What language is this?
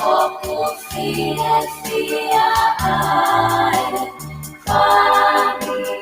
Tongan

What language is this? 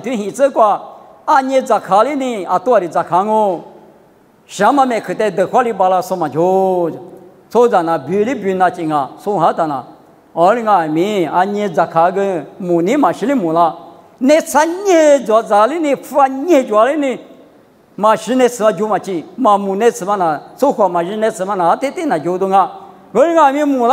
Lisu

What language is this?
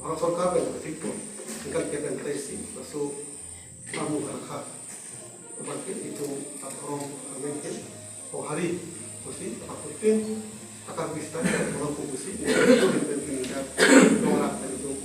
Karbi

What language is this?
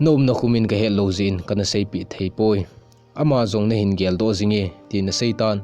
Thado Chin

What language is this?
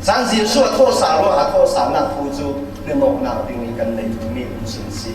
Falam Chin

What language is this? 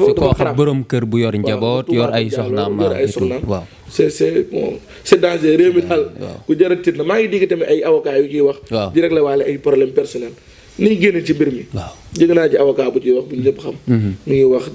Wolof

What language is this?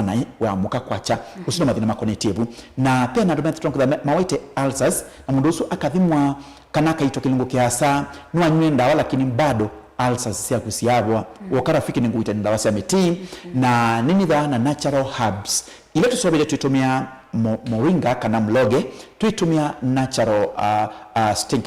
Kamba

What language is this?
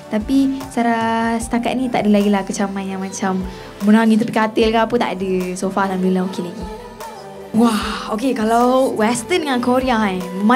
Malay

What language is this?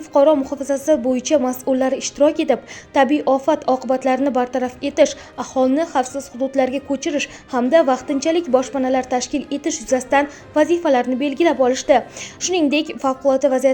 Uzbek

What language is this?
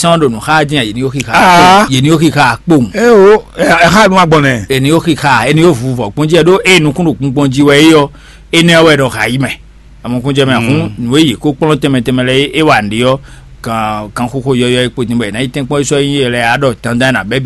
Fon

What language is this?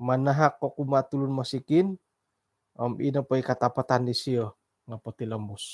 Central Dusun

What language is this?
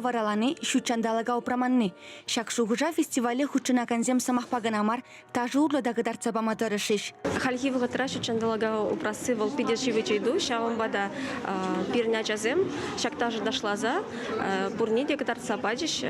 Chuvash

